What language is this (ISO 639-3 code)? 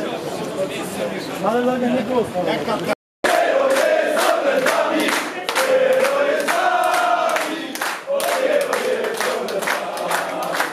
pol